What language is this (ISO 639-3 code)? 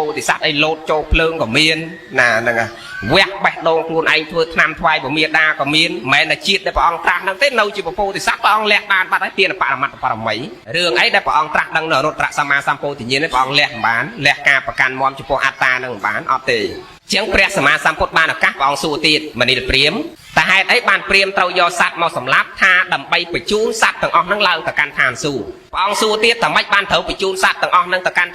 khm